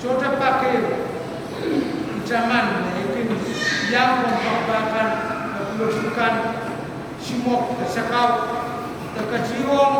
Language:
Pohnpeian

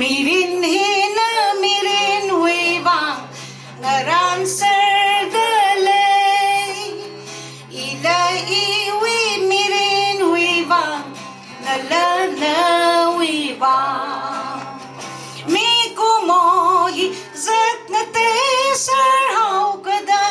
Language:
Tangkhul Naga (India)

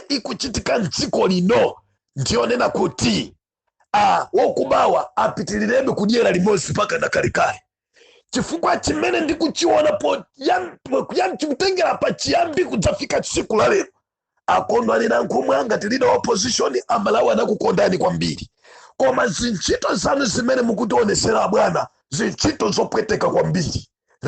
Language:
Nyanja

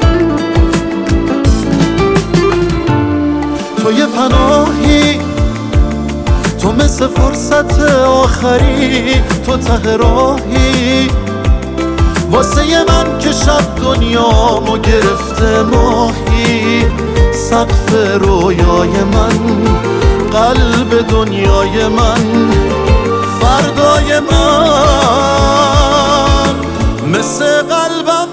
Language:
Persian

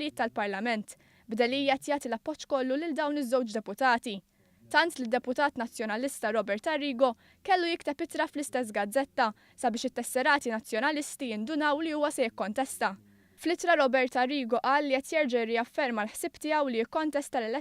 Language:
Maltese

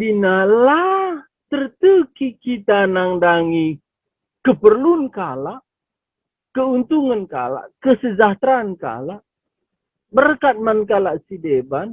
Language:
Batak Karo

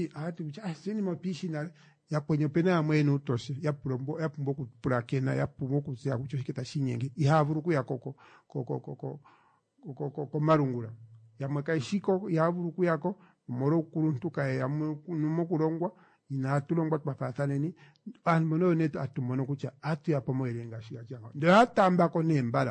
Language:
Kuanyama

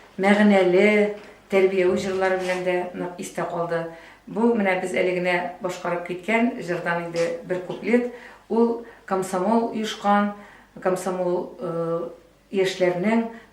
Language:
Tatar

